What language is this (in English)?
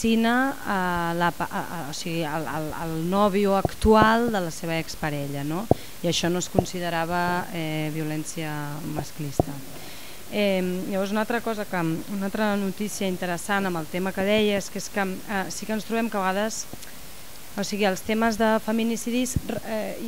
Catalan